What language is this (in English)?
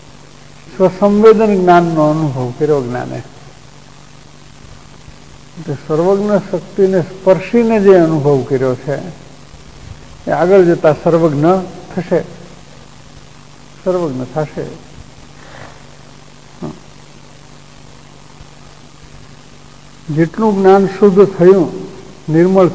Gujarati